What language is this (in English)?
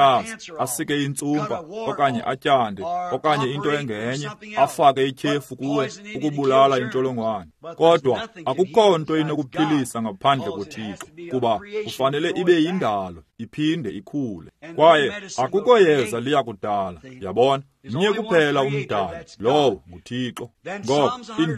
Xhosa